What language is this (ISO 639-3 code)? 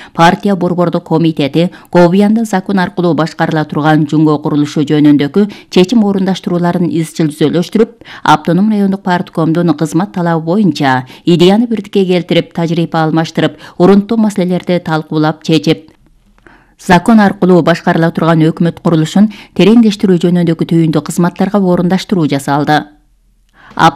kir